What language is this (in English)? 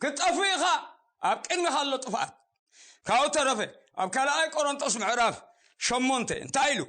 Tigrinya